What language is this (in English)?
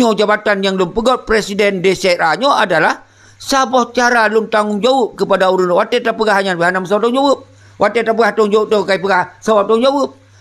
Achinese